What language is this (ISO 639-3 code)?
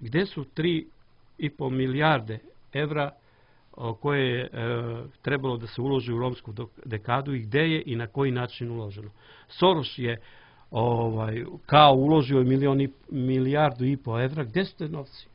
srp